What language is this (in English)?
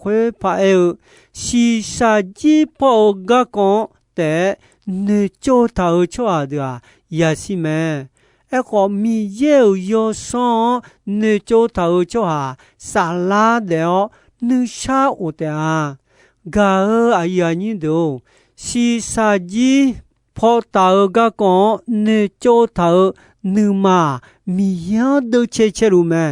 Akha